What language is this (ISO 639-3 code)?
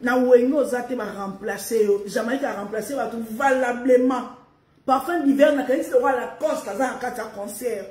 lin